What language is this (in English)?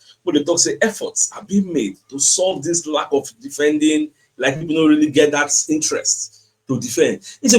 Nigerian Pidgin